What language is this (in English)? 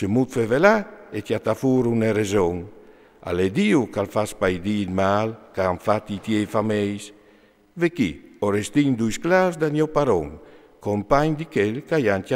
Friulian